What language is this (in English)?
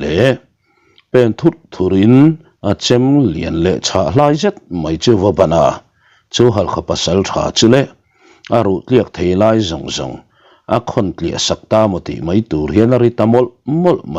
Mizo